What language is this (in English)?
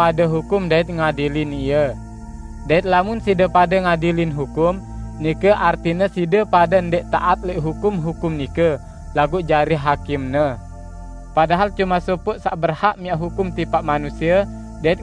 Sasak